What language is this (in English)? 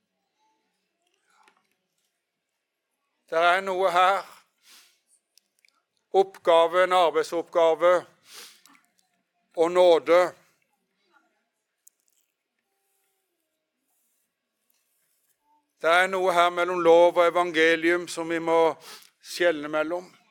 Norwegian